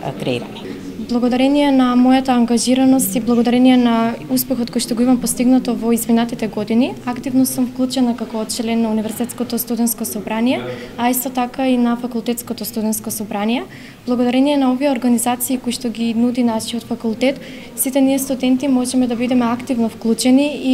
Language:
Macedonian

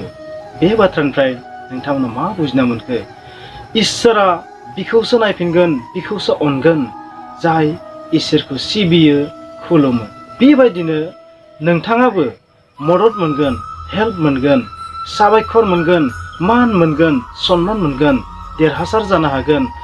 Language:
Bodo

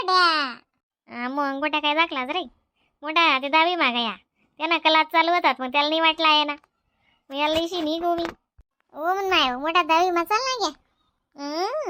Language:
Khandesi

